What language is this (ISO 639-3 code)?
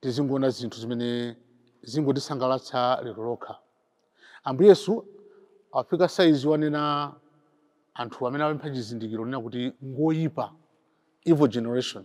nya